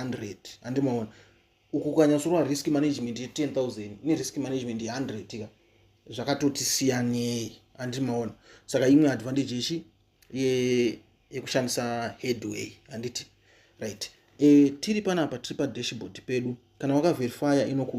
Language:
Shona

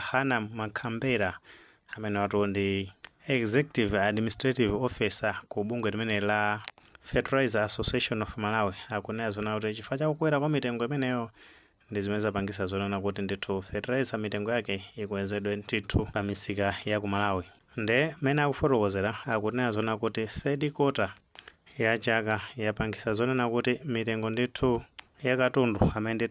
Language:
Nyanja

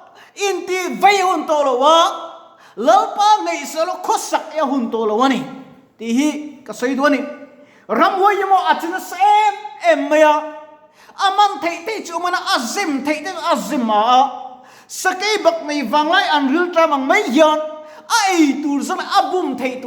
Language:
Mizo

